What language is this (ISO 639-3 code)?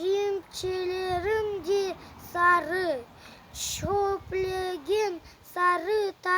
crh